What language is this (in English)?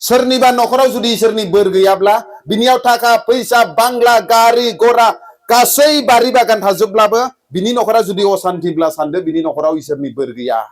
Bodo